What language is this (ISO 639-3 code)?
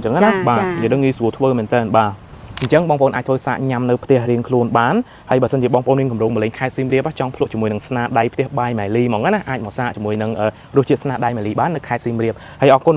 khm